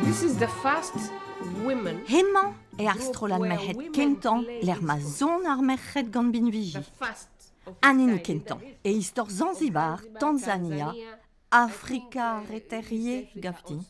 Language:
Breton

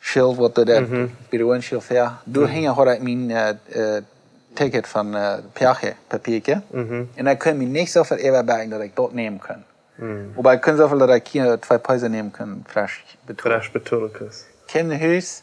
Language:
Plautdietsch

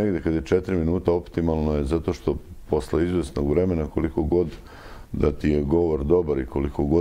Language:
Serbian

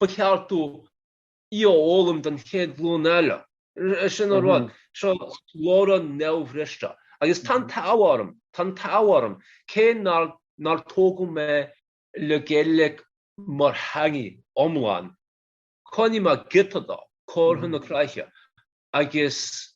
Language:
Irish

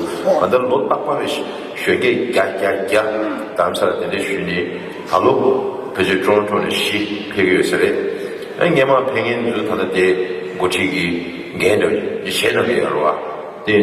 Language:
Tibetan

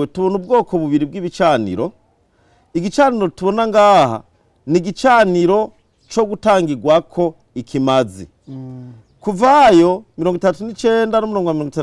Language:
Rundi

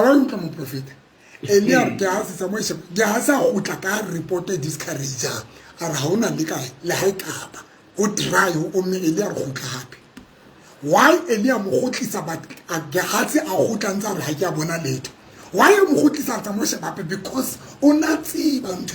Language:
Southern Sotho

